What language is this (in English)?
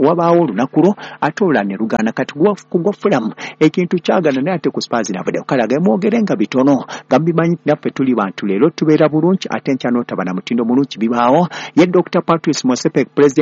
Ganda